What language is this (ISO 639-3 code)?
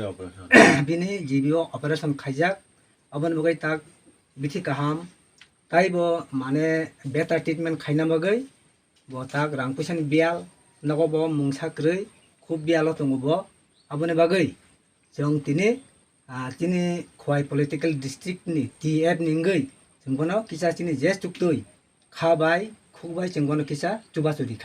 trp